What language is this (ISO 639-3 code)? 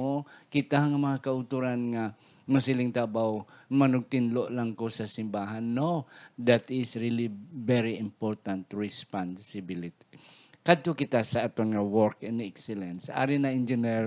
hil